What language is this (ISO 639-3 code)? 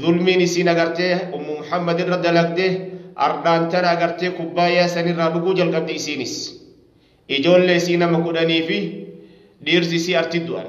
orm